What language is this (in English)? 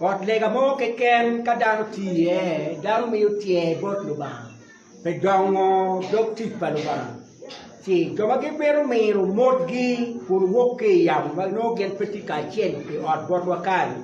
Acoli